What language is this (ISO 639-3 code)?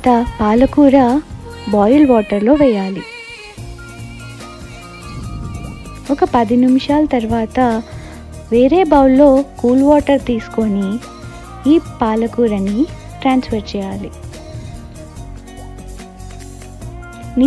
tel